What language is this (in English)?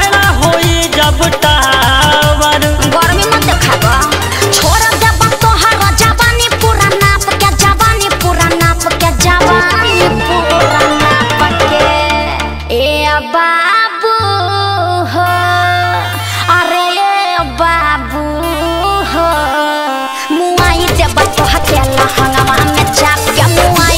Bhojpuri